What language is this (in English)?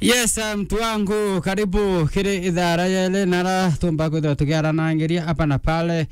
Meru